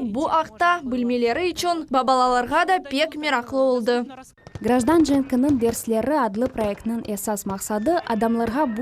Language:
Crimean Tatar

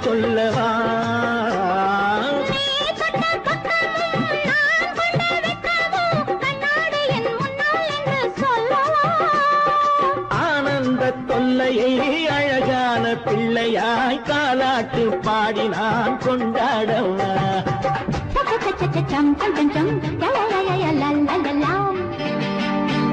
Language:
Tamil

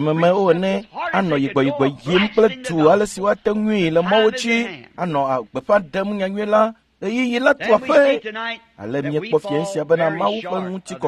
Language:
Ewe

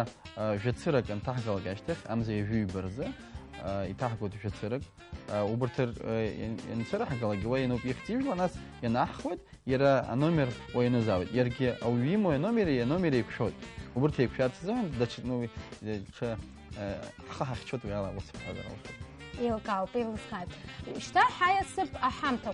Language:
Abkhazian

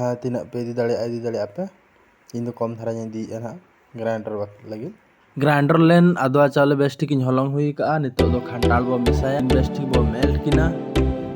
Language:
Santali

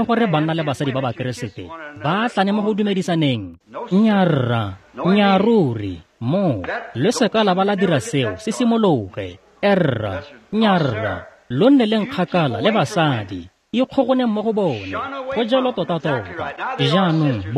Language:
Tswana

